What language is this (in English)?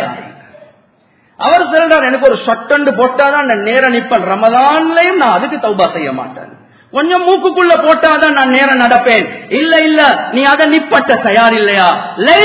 Tamil